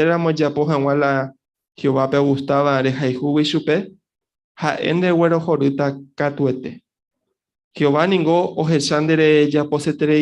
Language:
Guarani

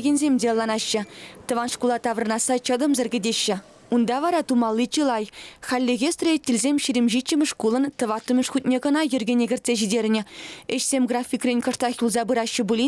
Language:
Chuvash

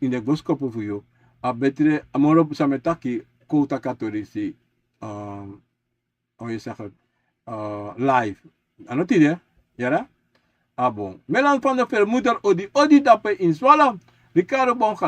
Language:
Sranan Tongo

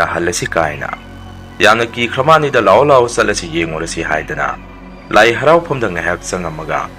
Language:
Manipuri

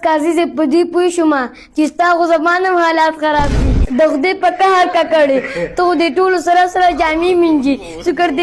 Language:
Pashto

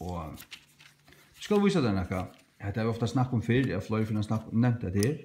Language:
Faroese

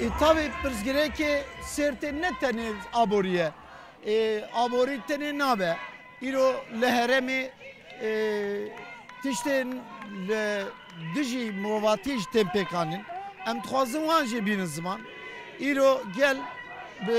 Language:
Kurdish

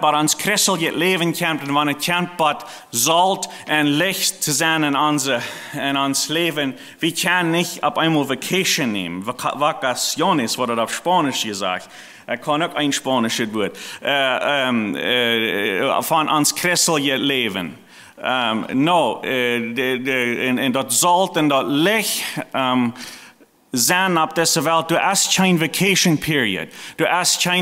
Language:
Plautdietsch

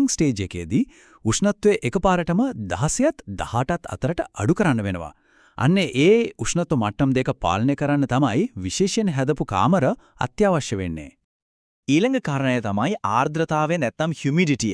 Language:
Sinhala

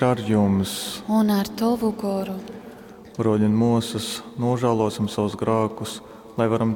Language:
Latgalian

